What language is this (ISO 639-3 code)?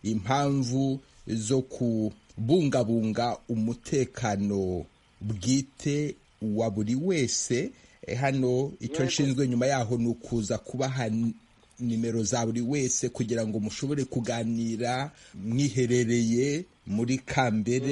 kin